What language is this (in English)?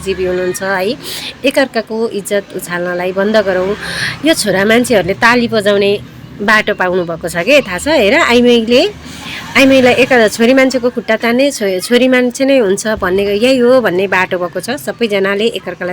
Nepali